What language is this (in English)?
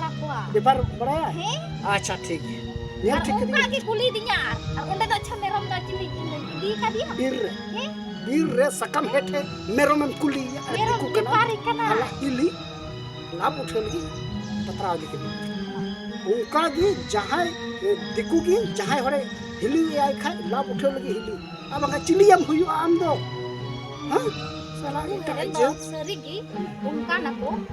Santali